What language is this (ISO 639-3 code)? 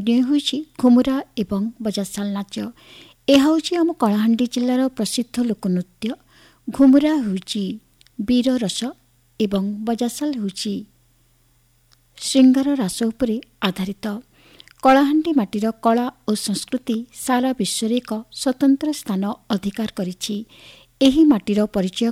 ori